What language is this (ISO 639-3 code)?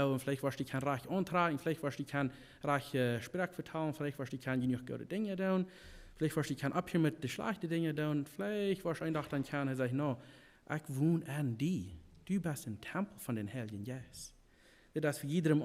pdt